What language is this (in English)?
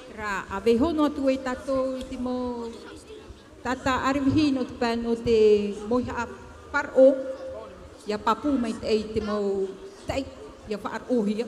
Tahitian